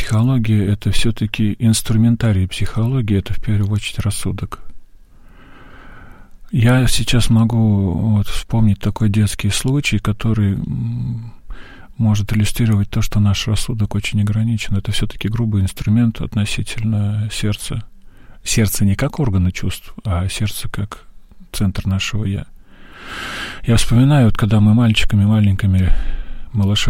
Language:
Russian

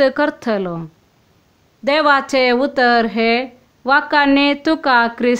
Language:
Konkani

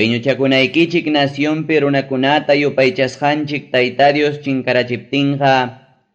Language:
Ayacucho Quechua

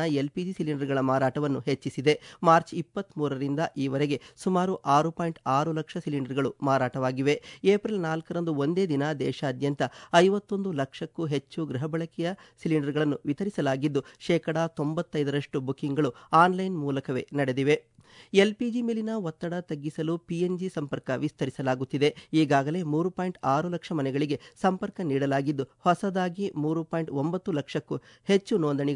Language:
Kannada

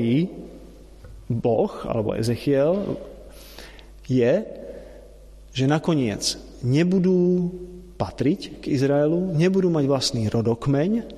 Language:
Slovak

